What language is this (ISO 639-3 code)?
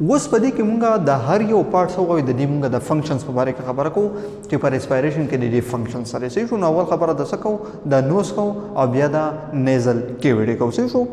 pus